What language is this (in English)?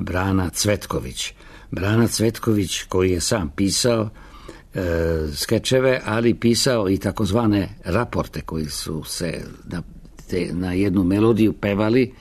Serbian